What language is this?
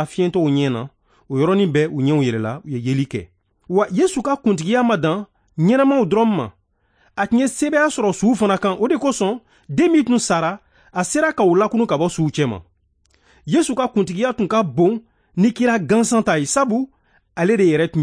Bambara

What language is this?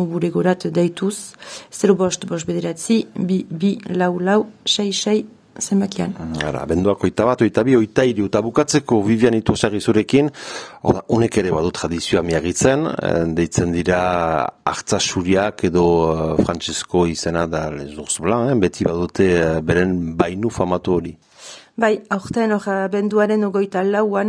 Basque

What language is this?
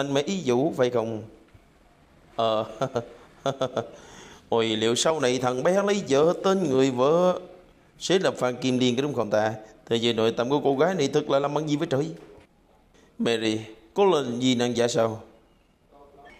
Vietnamese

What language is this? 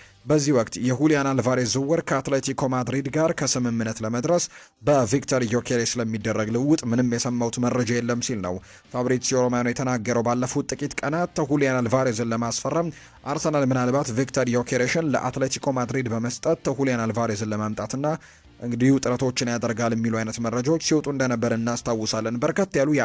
Amharic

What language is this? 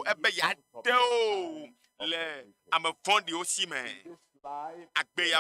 Ewe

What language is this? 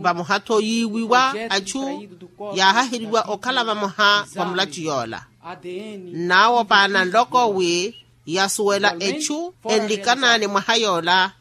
Makhuwa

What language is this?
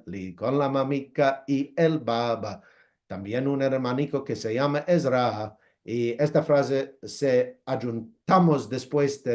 Ladino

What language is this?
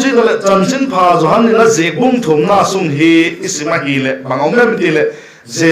Vaiphei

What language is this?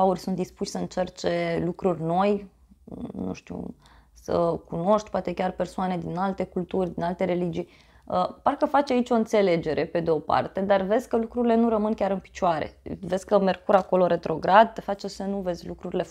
Romanian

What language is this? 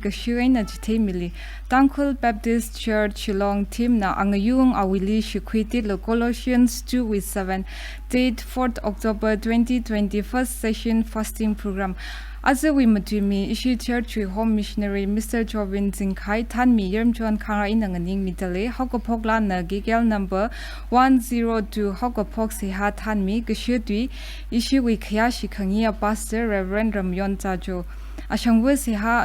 Tangkhul Naga (India)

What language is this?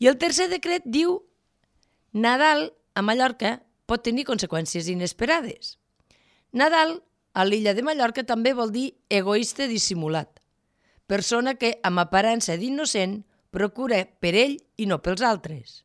Catalan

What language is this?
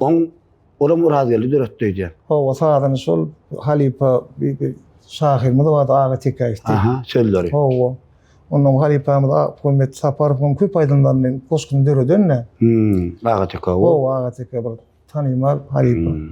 Turkmen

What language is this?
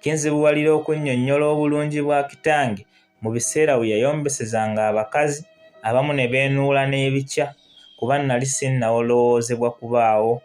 Ganda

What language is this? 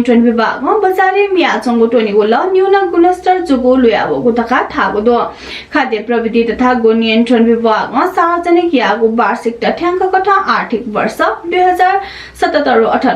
Newari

